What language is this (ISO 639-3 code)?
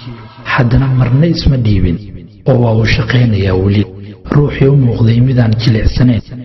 som